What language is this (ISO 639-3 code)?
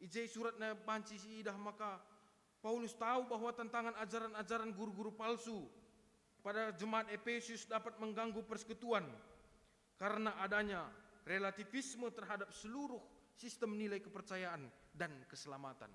btx